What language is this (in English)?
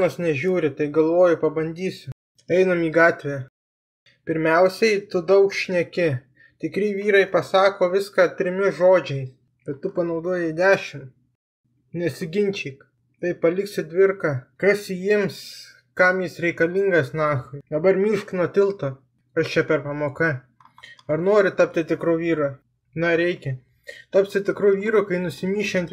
Lithuanian